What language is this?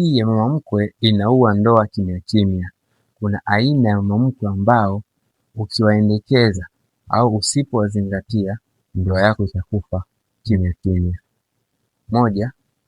Swahili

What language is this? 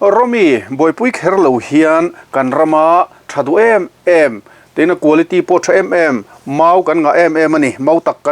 Mizo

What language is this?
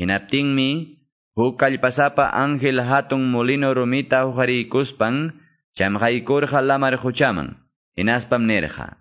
Quechua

